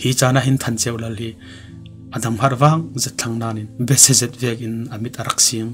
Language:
Falam Chin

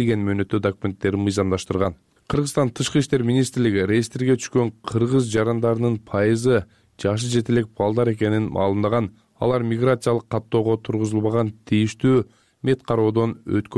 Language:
Kyrgyz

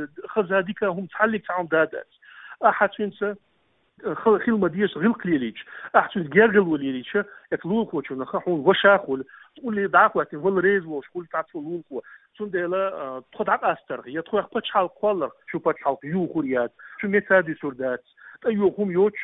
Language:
Chechen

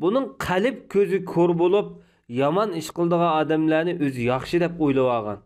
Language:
Uyghur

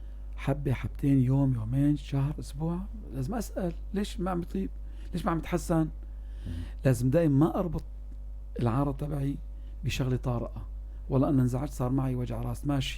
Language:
North Levantine Arabic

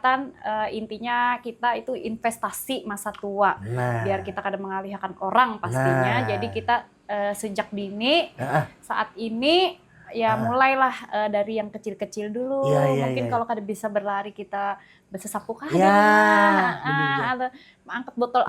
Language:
Banjar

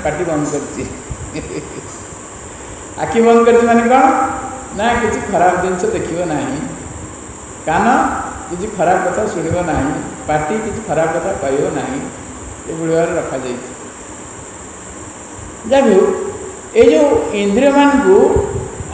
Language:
Odia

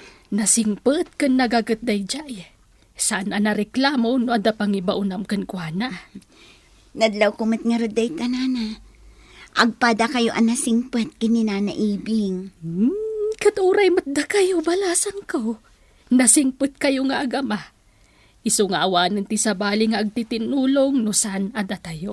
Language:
Iloko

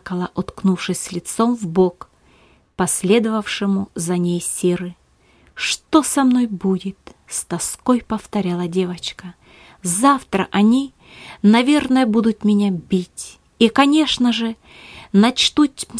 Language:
Russian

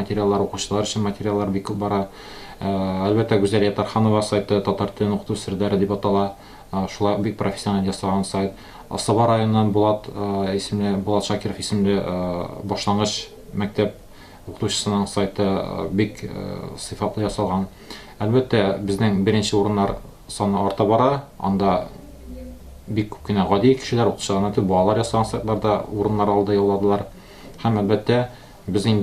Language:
Tatar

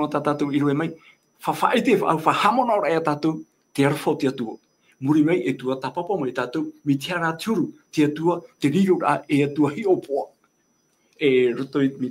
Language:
Tahitian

